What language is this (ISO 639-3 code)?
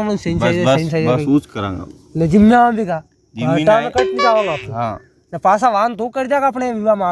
raj